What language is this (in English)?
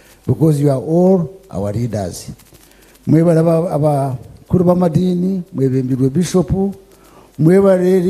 Nyankole